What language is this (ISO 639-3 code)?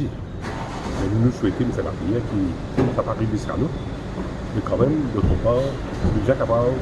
mfe